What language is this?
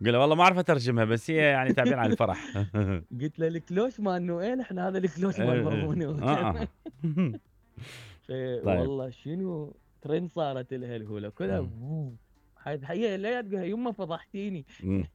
Mesopotamian Arabic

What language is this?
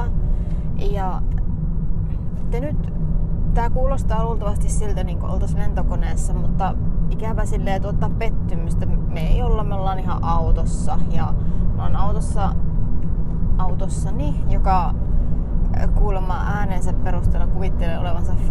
Finnish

